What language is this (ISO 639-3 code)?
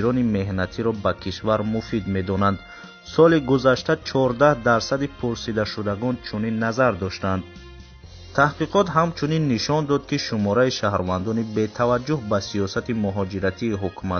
tgk